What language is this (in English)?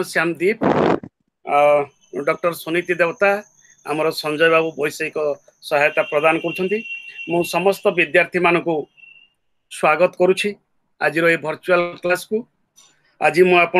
Odia